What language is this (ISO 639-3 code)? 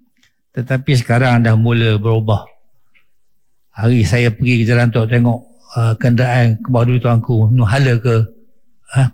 msa